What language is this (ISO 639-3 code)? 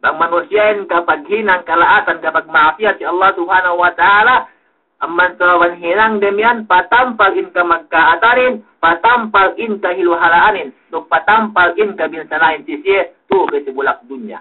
yka